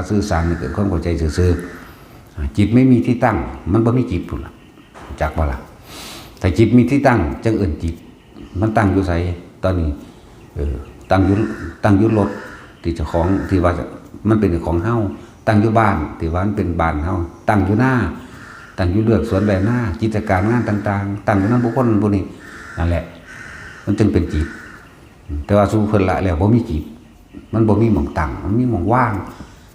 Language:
Northeastern Thai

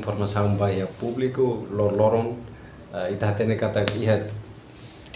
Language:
Tetum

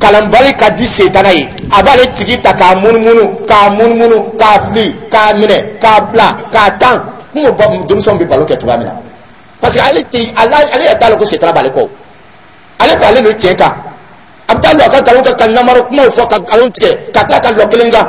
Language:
Dyula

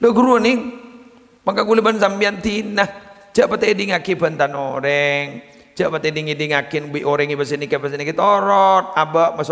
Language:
Madurese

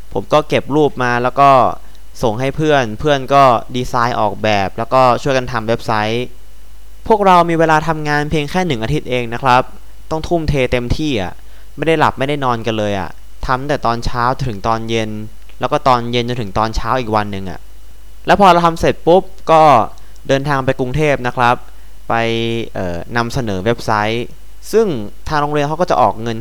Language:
Thai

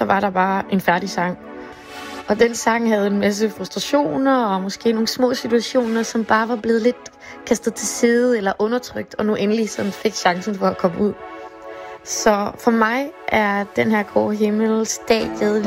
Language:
Danish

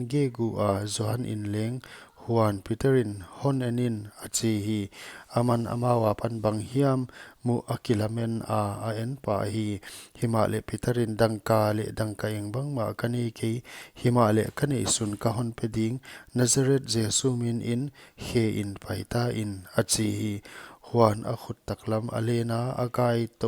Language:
Paite Chin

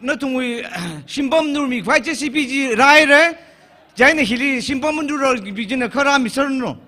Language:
Tangkhul Naga (India)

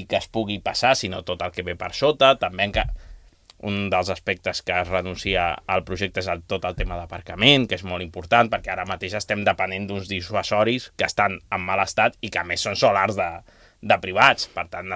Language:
Catalan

